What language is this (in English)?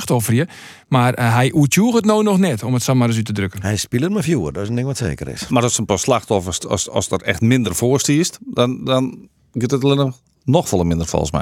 Western Frisian